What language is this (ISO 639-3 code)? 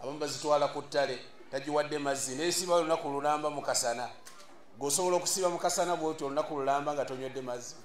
lug